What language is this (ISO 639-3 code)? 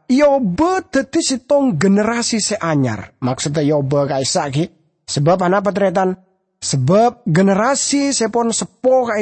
mad